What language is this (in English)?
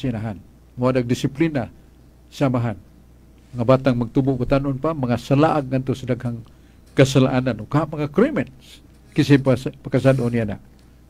Cebuano